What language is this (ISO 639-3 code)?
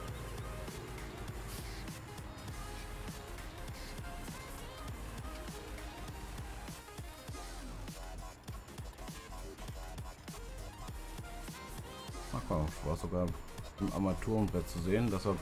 deu